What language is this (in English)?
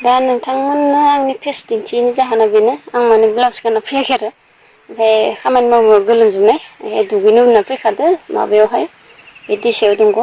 Bodo